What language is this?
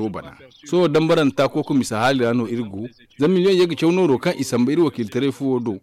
Zarma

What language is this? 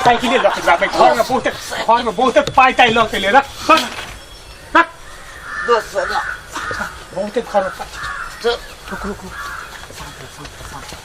Maithili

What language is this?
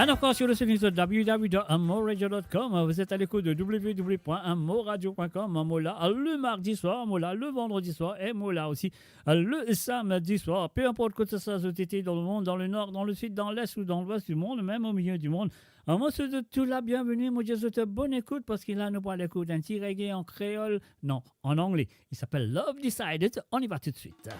Morisyen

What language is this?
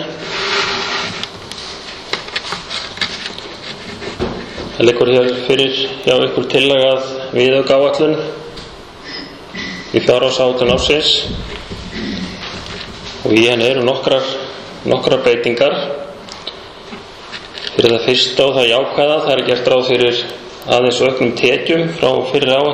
Icelandic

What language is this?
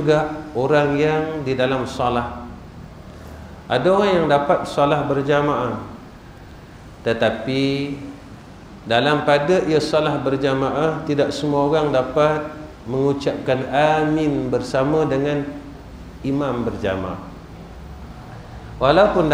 Malay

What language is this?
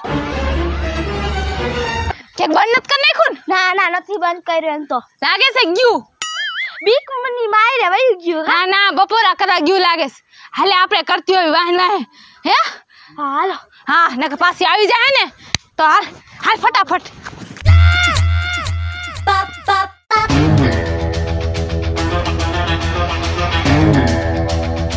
Gujarati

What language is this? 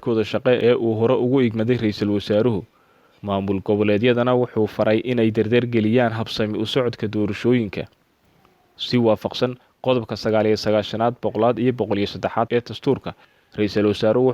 Somali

